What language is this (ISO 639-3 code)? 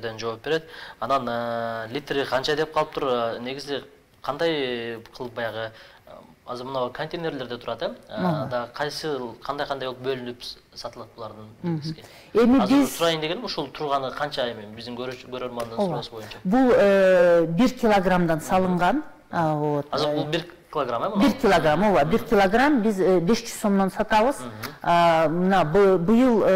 kir